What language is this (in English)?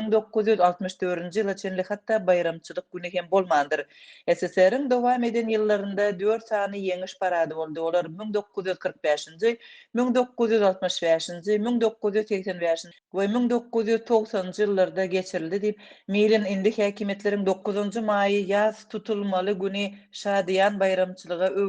Turkmen